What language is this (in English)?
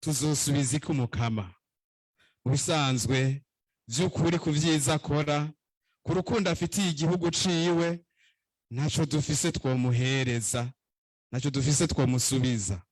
Rundi